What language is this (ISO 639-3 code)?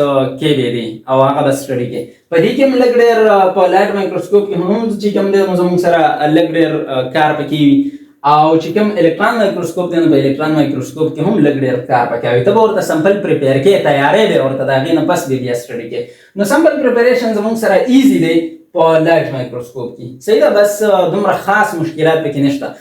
pus